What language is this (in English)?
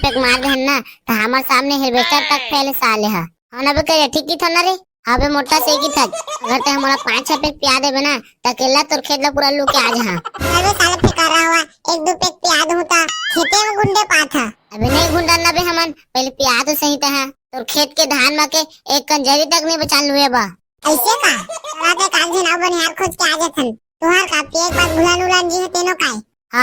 Chhattisgarhi